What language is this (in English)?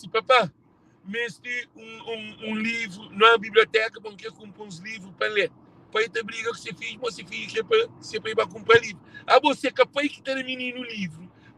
Kabuverdianu